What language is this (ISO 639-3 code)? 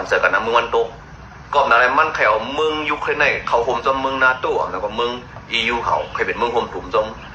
shn